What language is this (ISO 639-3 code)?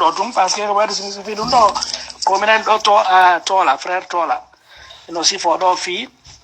ful